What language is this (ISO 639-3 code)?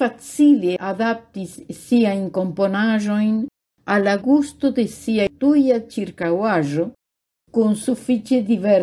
epo